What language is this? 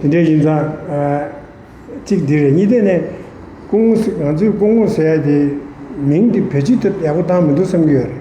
Tibetan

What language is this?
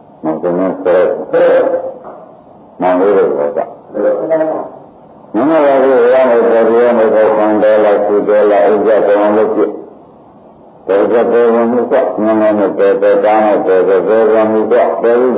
Burmese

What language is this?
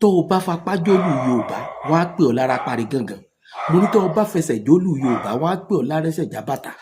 Yoruba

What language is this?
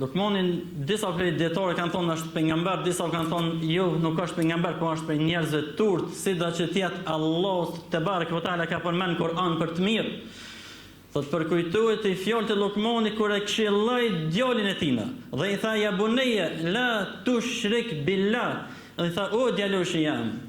Albanian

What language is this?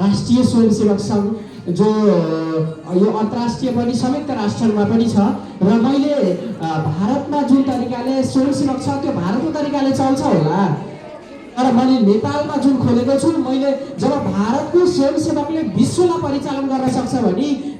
Nepali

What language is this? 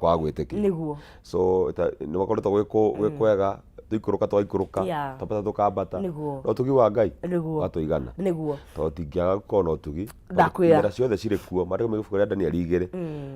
Kikuyu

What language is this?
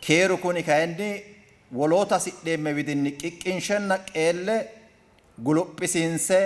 Sidamo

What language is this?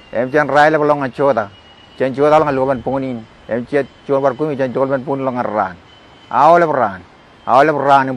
Marshallese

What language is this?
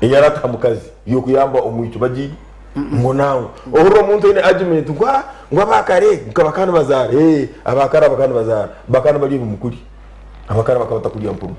Nyankole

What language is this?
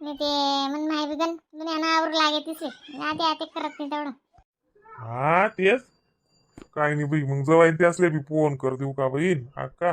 Khandesi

